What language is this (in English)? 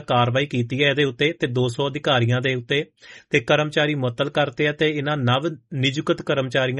Punjabi